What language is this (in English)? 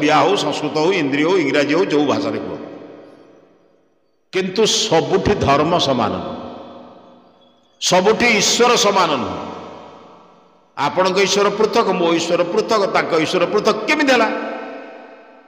Odia